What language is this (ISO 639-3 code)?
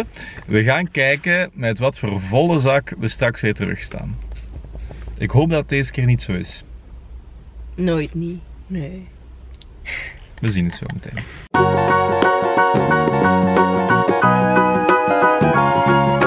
nld